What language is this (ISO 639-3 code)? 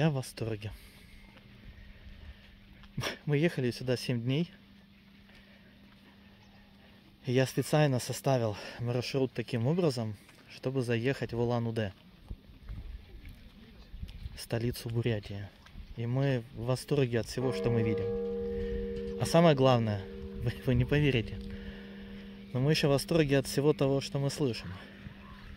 rus